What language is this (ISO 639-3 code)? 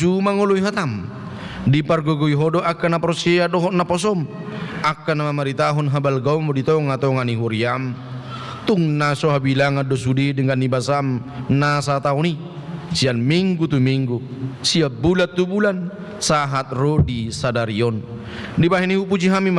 bbc